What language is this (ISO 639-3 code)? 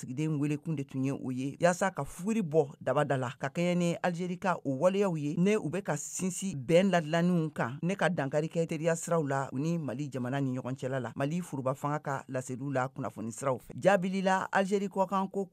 bam